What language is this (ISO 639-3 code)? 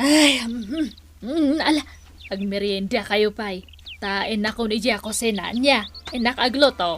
ilo